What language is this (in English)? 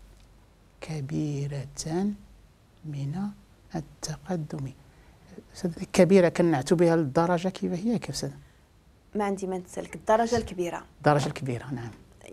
Moroccan Arabic